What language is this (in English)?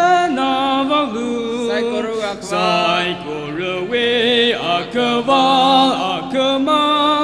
Tangkhul Naga (India)